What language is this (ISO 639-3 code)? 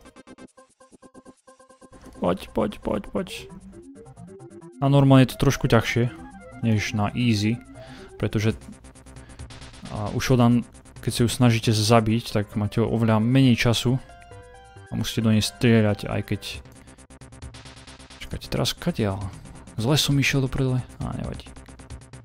slk